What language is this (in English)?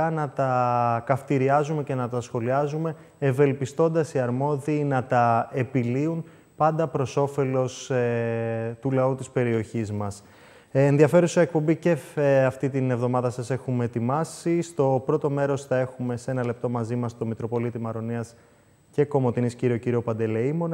Greek